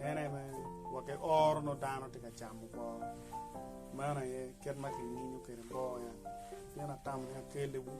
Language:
Acoli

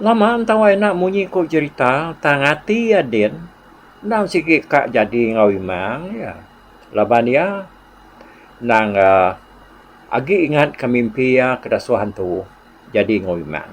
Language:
Iban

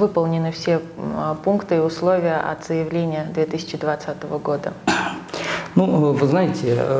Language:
Russian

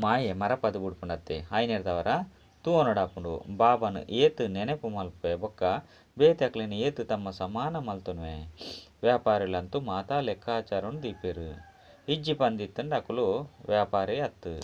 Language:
Tulu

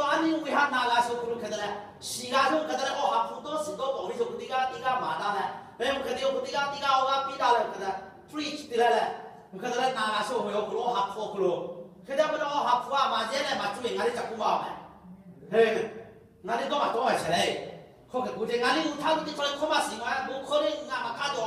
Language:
Lahu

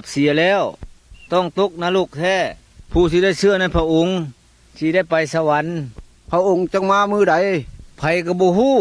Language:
Lao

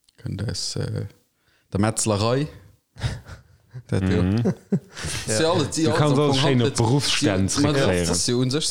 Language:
Luxembourgish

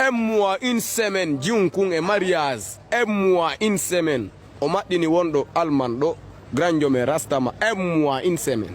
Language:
Fula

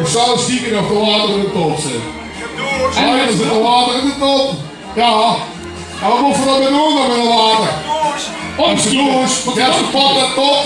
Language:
Limburgish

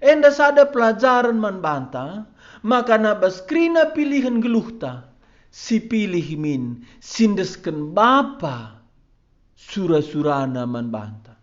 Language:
Batak Karo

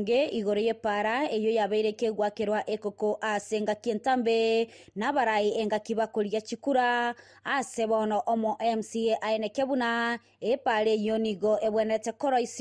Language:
Gusii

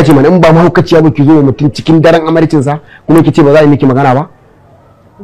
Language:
Hausa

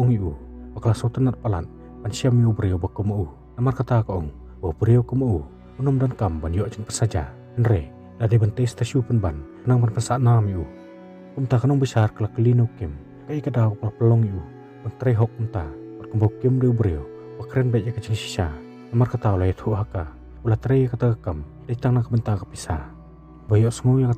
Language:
Khasi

